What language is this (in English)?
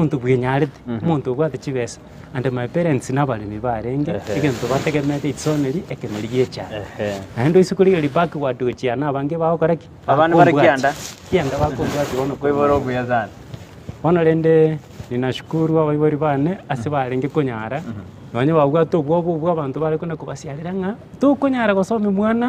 Gusii